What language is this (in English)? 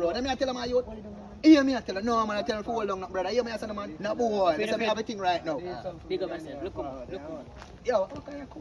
Jamaican Creole English